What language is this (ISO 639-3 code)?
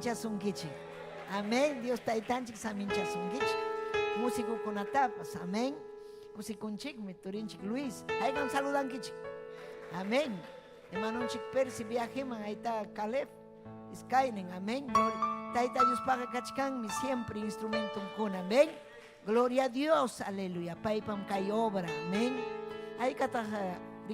quy